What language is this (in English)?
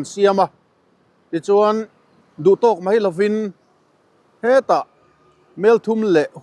Mizo